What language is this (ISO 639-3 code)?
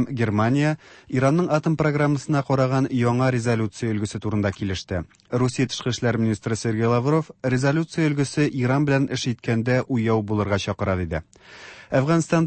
tat